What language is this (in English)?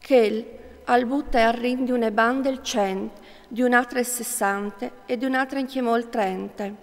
Friulian